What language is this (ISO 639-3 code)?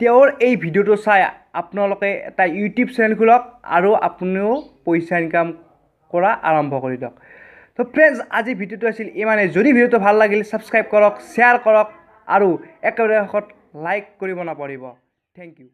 asm